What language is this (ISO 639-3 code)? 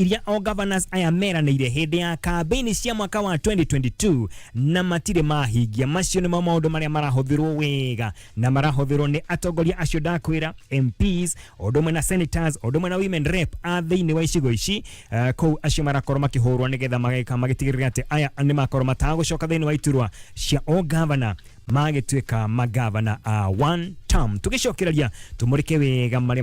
kik